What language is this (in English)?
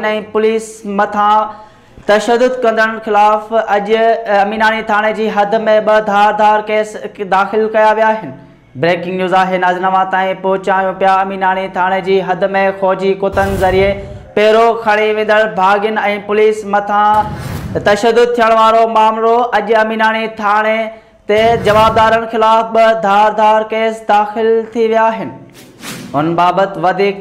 Sindhi